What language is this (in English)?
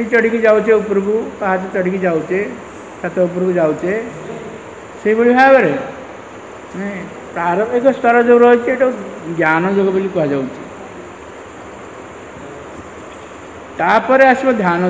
Odia